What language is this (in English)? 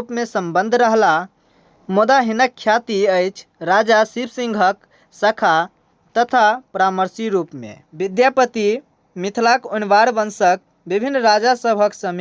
Maithili